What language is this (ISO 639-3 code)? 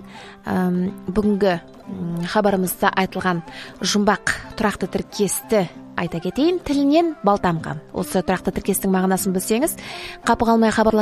kaz